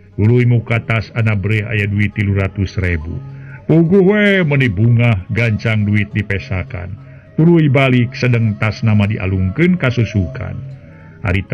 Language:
Sundanese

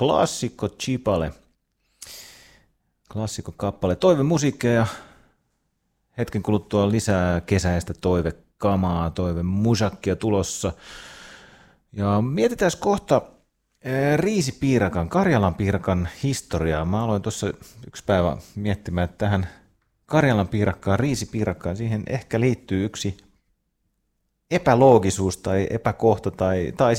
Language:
Finnish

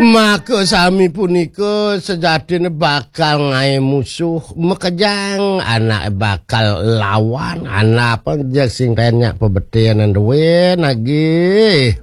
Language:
Balinese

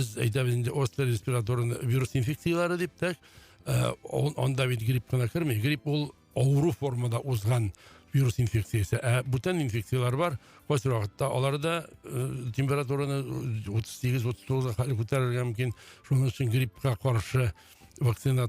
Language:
Tatar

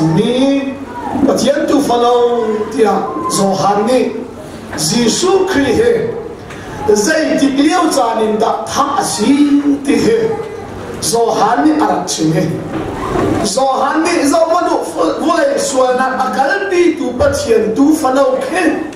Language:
Hakha Chin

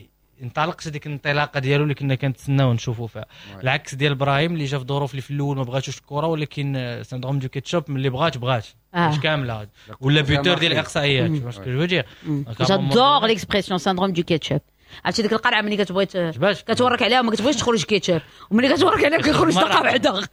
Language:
Moroccan Arabic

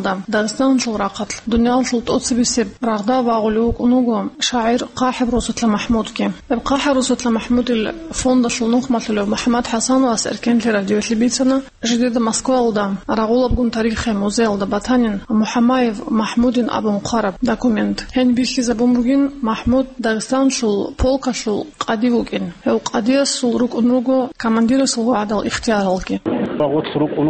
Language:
Avaric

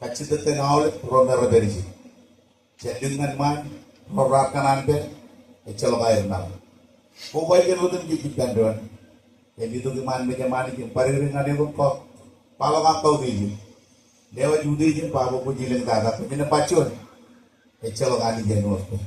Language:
Marshallese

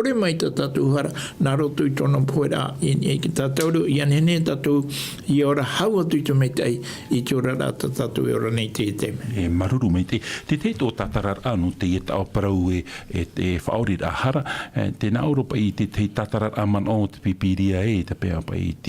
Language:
Tahitian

